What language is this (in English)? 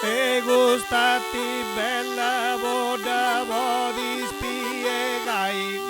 Sardinian